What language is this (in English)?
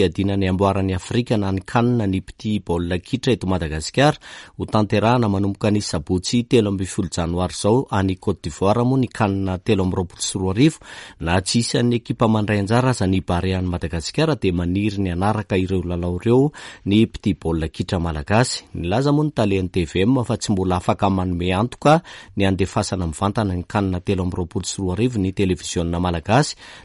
Malagasy